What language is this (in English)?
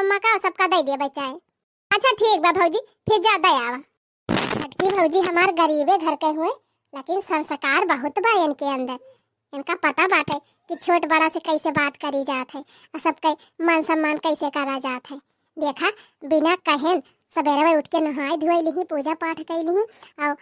Awadhi